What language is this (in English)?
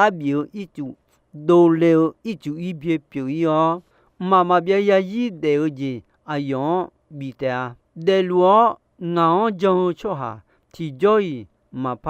Akha